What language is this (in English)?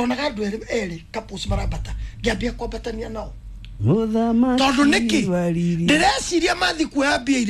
Kikuyu